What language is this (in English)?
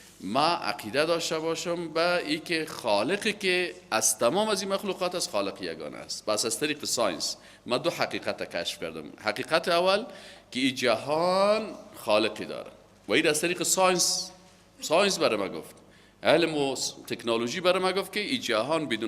Persian